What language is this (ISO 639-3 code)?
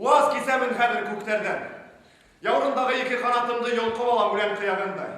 bak